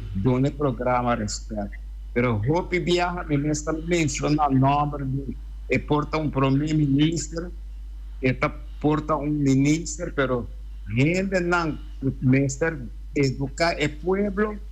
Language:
Papiamento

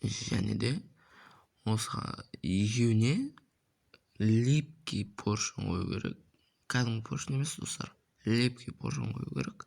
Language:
Kazakh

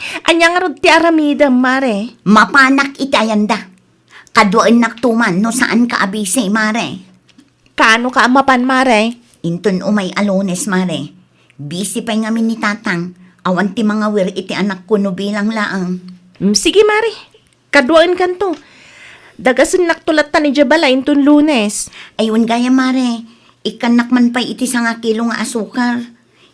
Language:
Iloko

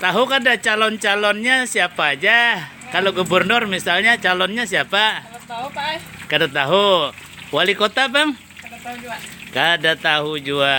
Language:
Banjar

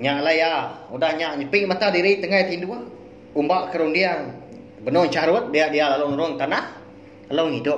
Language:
Iban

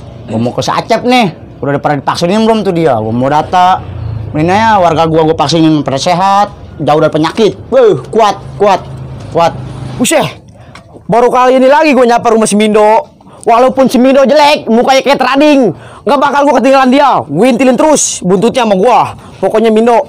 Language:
Betawi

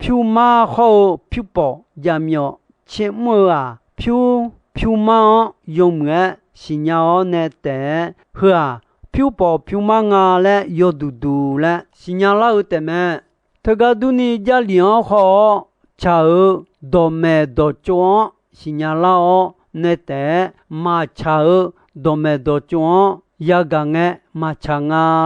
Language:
Akha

